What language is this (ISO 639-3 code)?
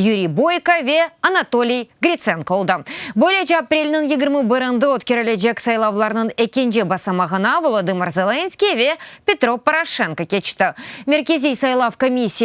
crh